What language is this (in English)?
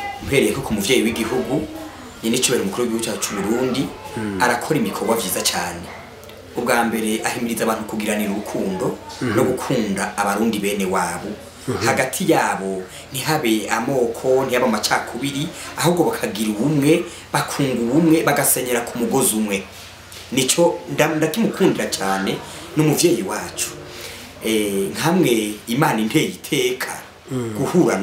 Rundi